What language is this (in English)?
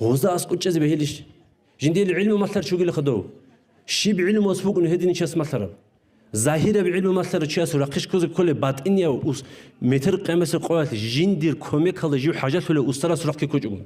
Avaric